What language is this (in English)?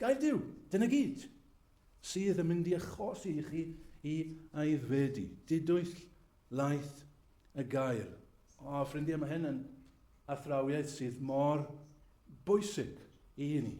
Welsh